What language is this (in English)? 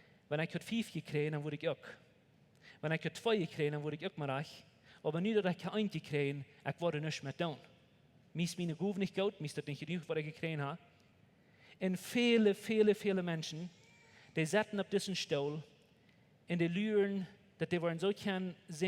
Plautdietsch